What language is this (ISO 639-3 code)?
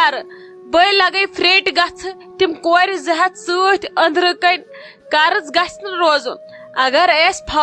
kas